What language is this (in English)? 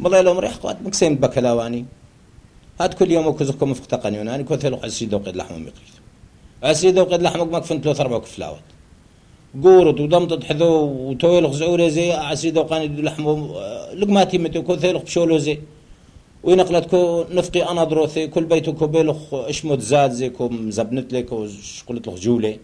Turoyo